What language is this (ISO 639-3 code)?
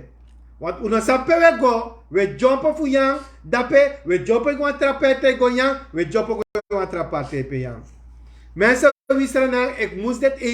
srn